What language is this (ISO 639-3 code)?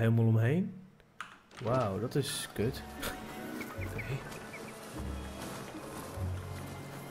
nld